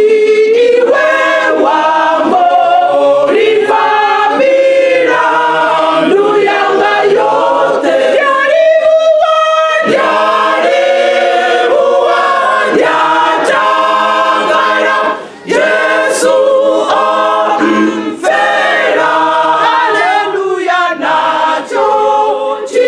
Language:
Venda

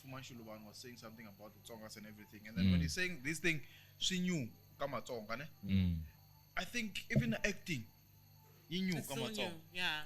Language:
Tsonga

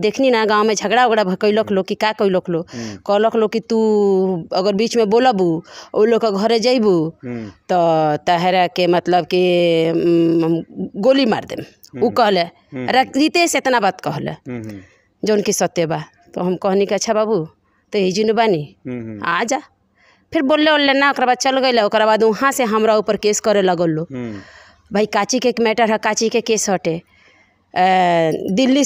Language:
Bhojpuri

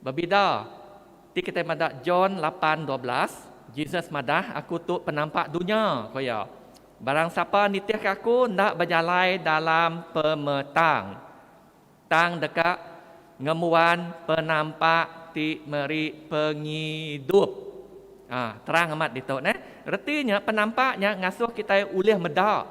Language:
Iban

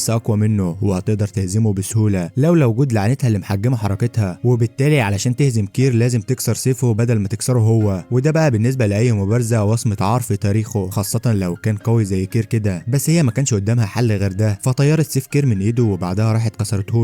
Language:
Egyptian Arabic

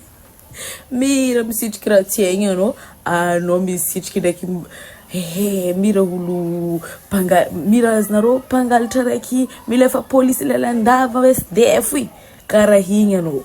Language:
Malagasy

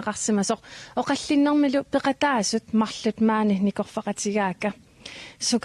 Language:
Kalaallisut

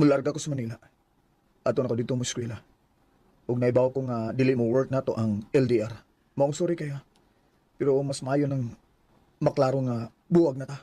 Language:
Cebuano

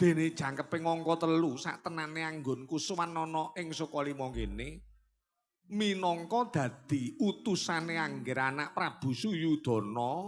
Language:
Javanese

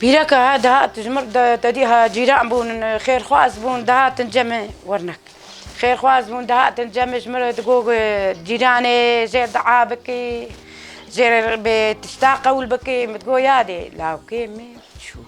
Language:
Kurdish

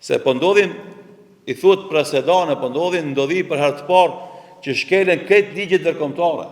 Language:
Albanian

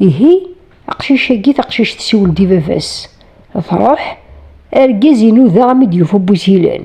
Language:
Kabyle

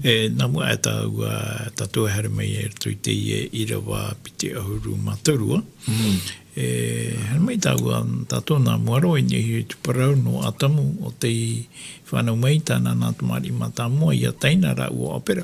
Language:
Tahitian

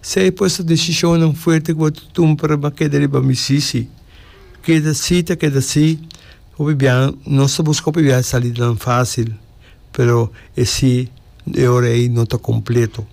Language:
Papiamento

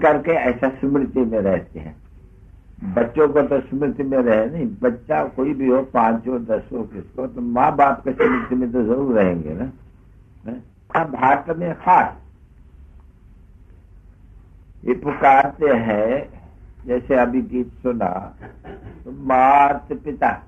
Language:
Hindi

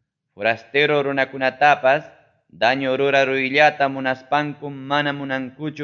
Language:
Ayacucho Quechua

